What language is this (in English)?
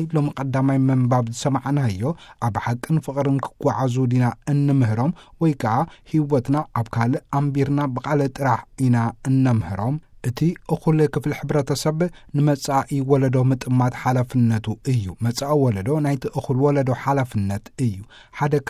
Tigrinya